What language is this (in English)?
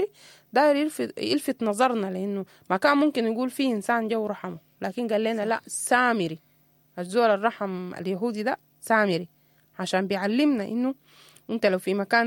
Sudanese Arabic